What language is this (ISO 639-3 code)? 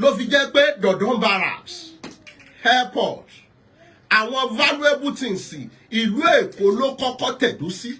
yor